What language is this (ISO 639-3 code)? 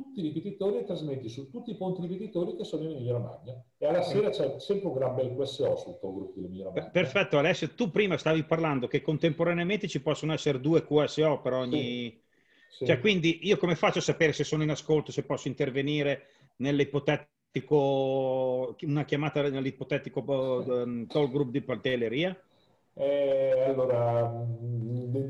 ita